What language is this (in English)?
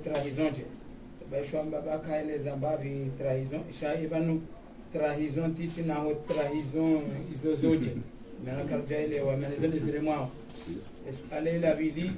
Swahili